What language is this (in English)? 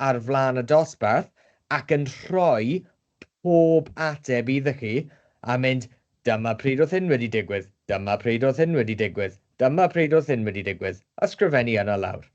Welsh